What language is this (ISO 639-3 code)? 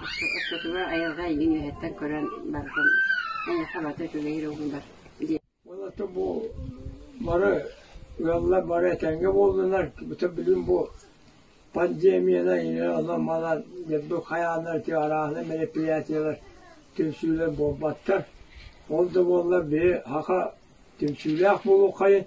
sah